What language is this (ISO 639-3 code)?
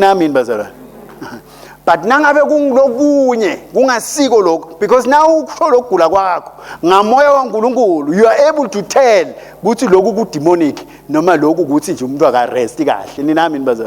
ssw